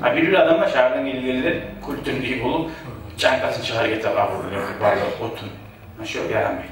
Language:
Kumyk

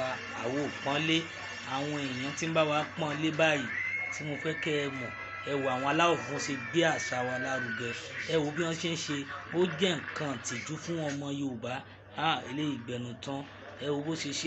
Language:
Yoruba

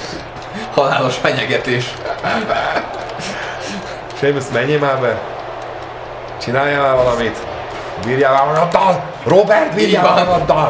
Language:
Hungarian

